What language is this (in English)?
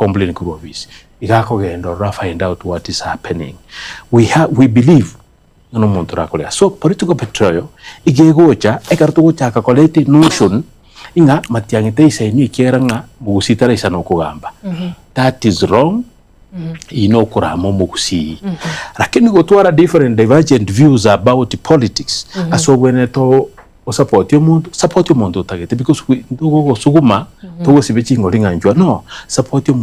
Gusii